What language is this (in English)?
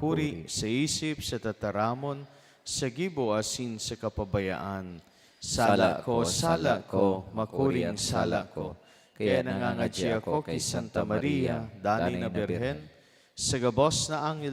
Bikol